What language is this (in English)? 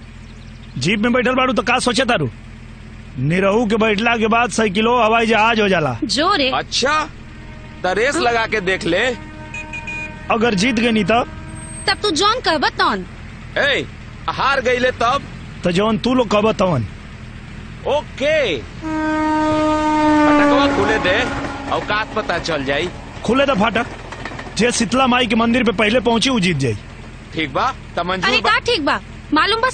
Bhojpuri